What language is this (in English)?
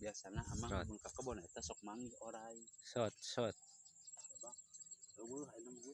Sundanese